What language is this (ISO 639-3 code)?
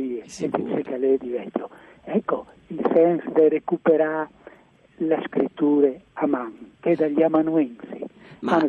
fur